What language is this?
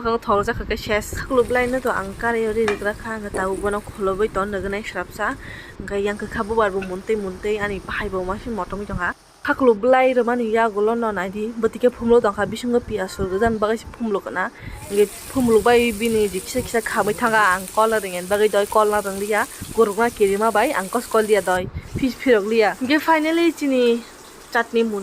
Kok Borok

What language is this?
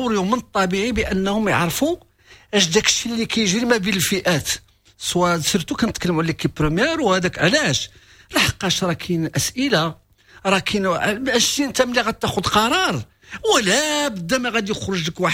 Moroccan Arabic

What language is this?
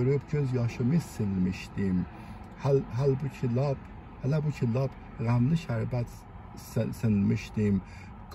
South Azerbaijani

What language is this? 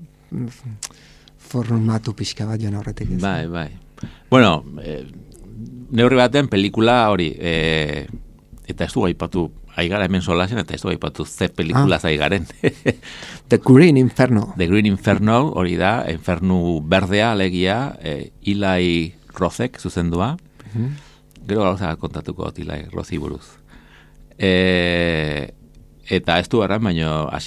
Basque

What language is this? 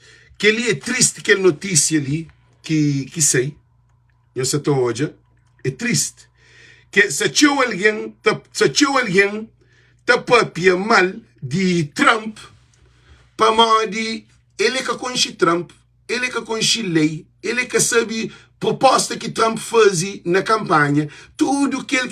Kabuverdianu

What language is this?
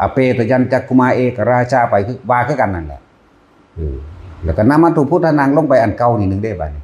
Northeastern Thai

